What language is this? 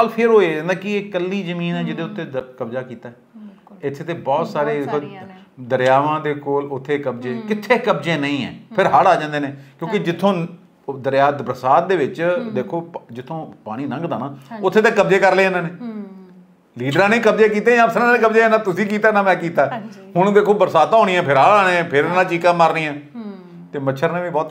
Punjabi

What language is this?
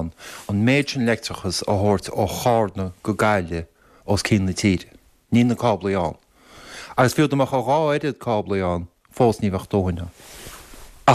Irish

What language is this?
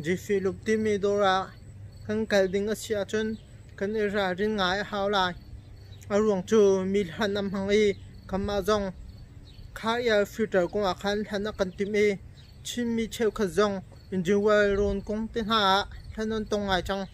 Hakha Chin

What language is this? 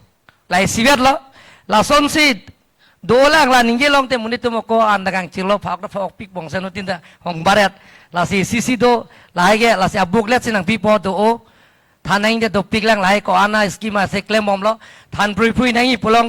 Karbi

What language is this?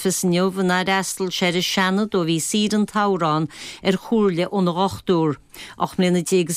Irish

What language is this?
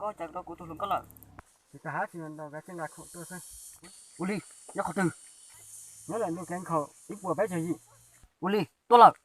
Hmong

